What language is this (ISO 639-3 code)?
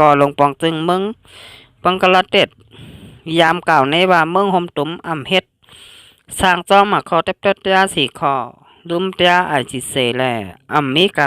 shn